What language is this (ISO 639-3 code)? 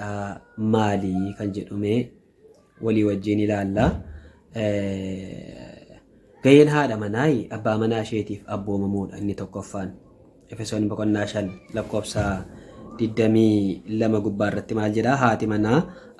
orm